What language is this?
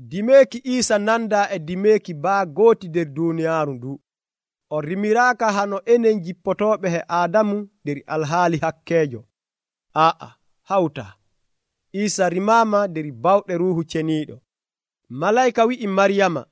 Nigerian Fulfulde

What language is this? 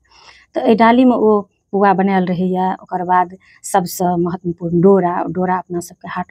Maithili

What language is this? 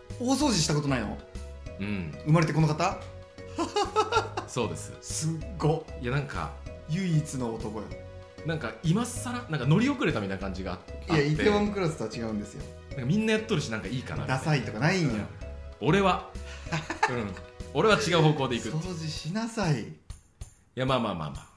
Japanese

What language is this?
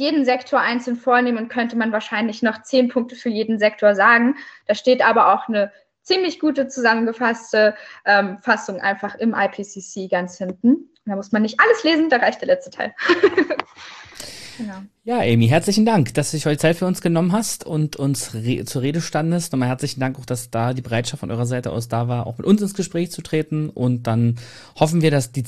German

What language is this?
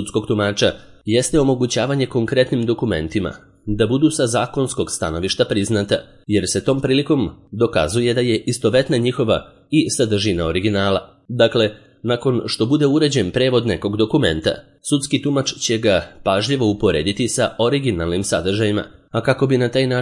Serbian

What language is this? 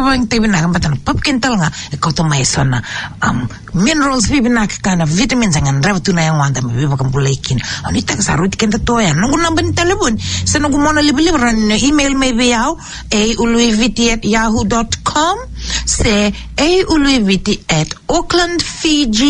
Fijian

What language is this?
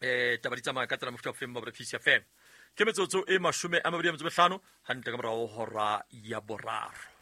Southern Sotho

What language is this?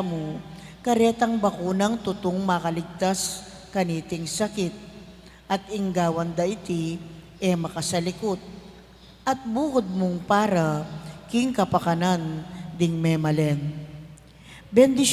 Pampanga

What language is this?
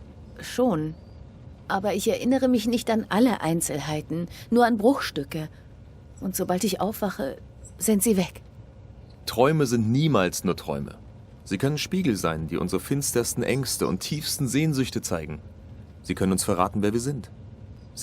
Swiss German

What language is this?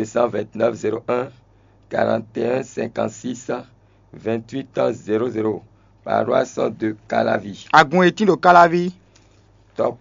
Fon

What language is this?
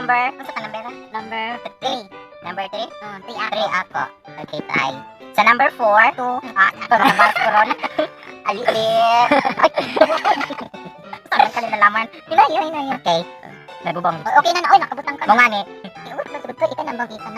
Cebuano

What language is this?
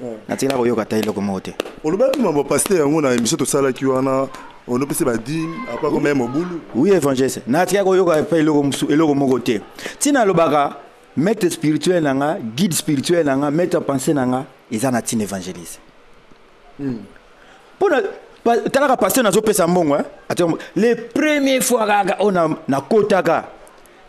Lingala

